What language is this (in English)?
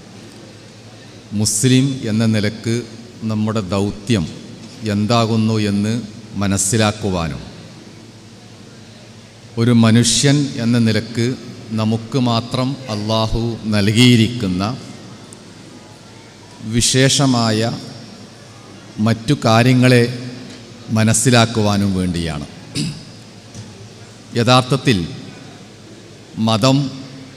Malayalam